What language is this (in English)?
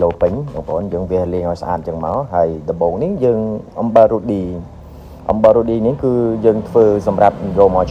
Khmer